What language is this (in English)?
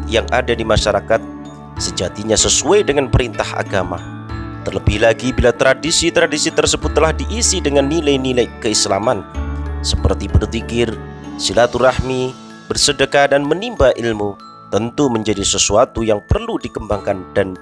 Indonesian